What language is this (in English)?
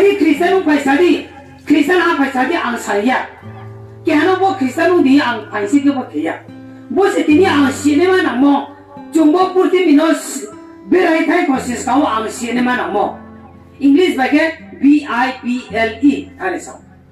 Riang (India)